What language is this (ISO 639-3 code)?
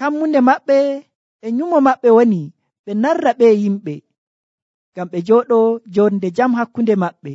fuv